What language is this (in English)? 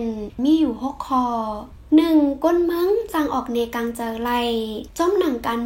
Shan